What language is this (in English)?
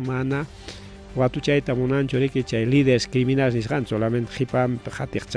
Ayacucho Quechua